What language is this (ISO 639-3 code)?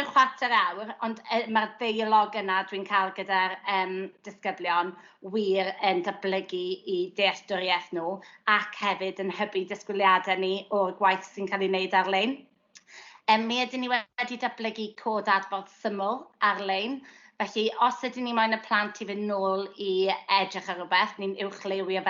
cym